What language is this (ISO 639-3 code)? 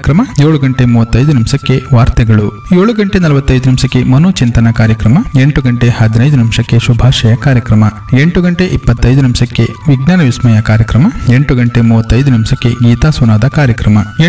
kan